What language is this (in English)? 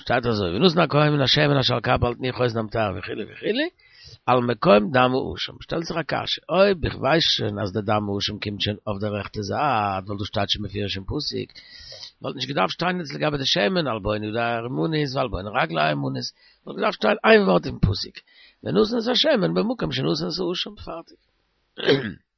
Yiddish